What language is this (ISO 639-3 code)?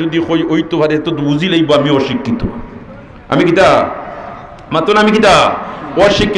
syl